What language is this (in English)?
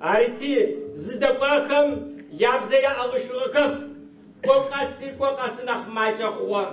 Adyghe